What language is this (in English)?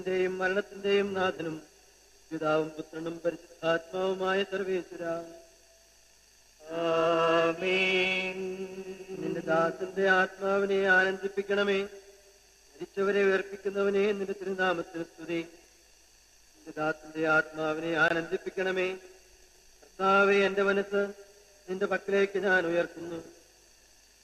Malayalam